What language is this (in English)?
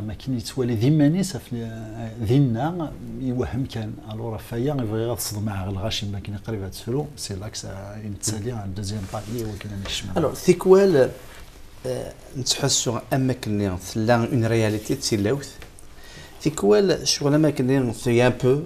Kabyle